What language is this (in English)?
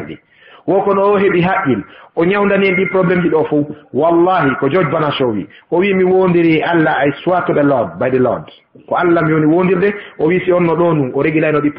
Fula